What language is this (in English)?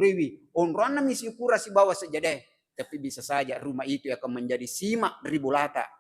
Buginese